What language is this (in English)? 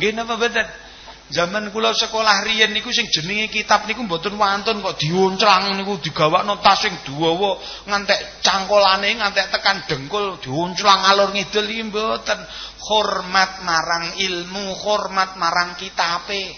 Javanese